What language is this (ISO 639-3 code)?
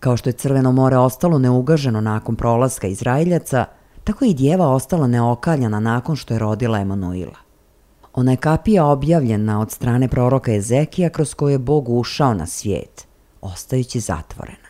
srp